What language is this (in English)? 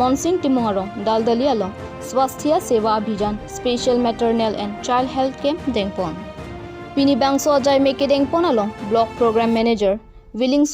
Karbi